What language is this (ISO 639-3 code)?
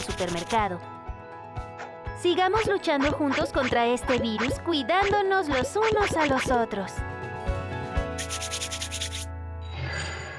spa